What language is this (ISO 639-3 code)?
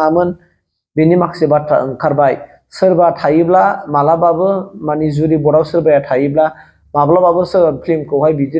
brx